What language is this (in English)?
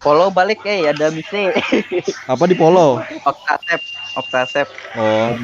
Banjar